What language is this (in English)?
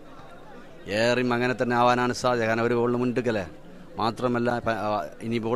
Malayalam